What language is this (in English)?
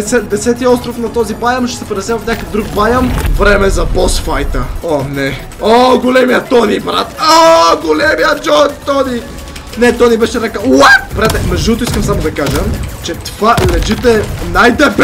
Bulgarian